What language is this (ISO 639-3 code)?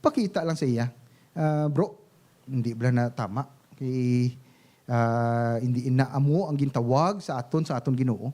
hil